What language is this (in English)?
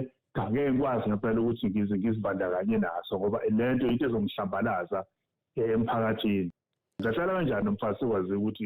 Zulu